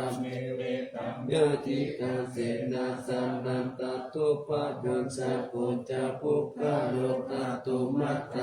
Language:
Pali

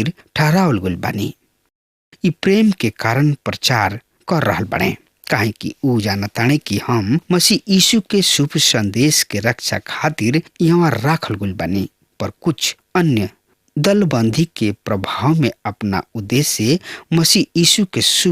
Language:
Bhojpuri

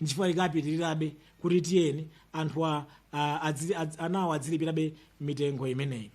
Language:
Nyanja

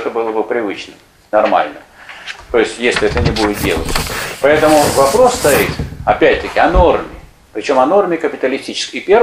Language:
Russian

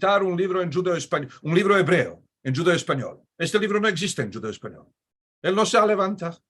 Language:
Ladino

